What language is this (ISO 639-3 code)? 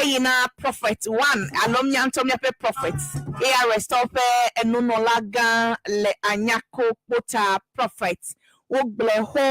ewe